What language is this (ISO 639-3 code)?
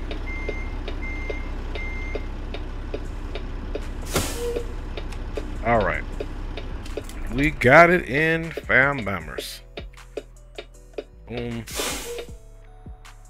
eng